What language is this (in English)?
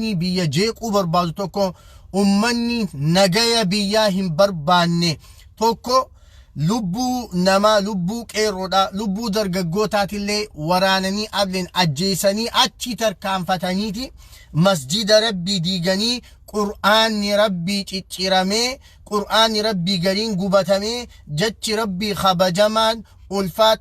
Oromo